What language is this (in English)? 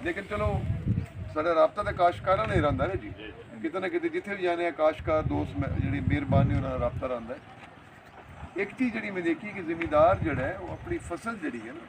Saraiki